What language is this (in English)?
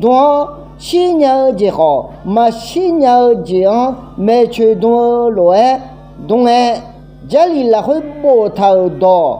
Akha